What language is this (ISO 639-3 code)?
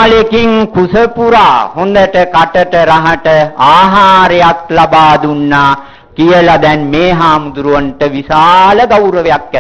sin